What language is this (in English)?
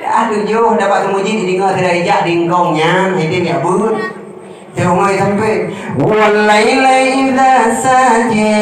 Achinese